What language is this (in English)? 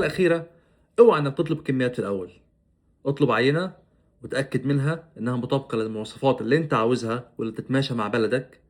Egyptian Arabic